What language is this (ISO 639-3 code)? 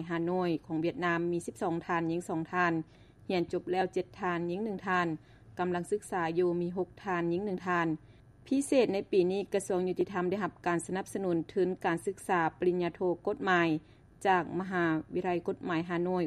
lao